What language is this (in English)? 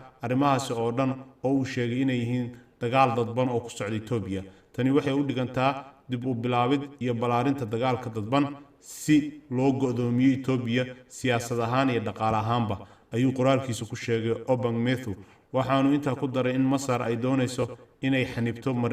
Somali